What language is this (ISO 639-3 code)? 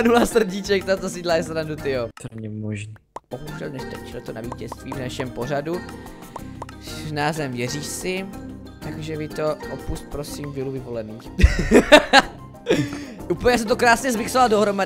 ces